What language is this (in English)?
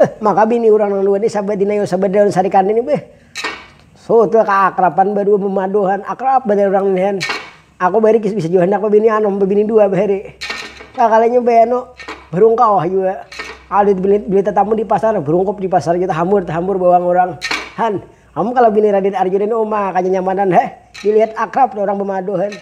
Banjar